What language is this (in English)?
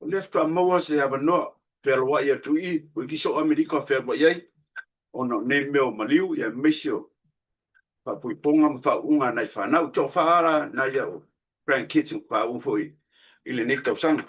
Samoan